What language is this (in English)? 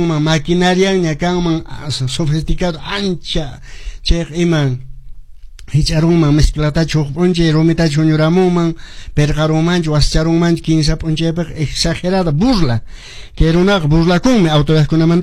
Quechua